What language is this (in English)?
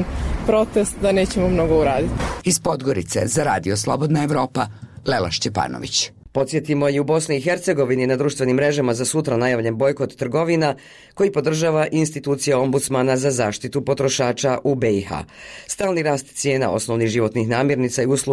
Bosnian